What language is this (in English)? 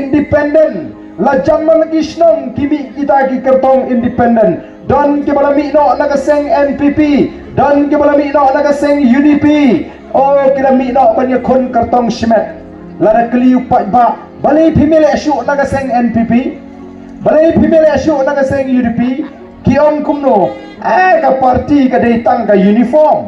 Khasi